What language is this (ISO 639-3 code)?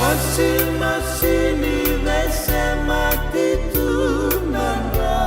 fij